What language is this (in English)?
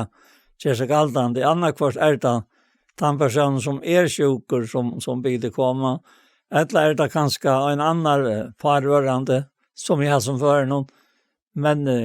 Faroese